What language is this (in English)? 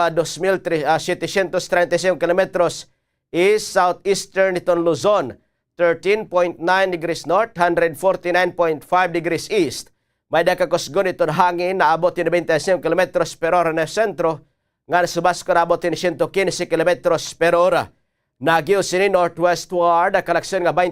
Waray